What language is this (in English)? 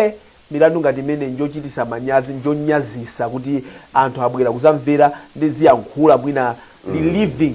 Nyanja